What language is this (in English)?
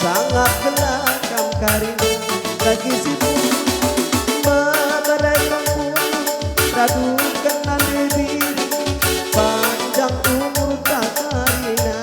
Batak Karo